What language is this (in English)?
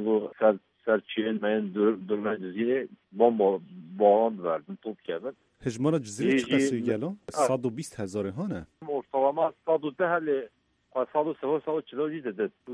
Kurdish